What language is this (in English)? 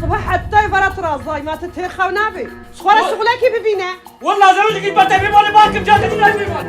Kurdish